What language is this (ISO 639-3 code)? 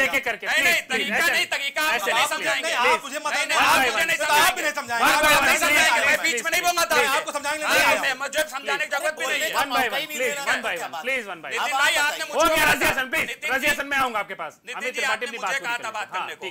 hin